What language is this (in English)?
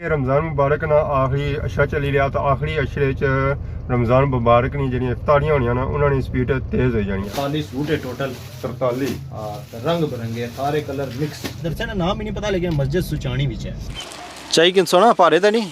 Pahari-Potwari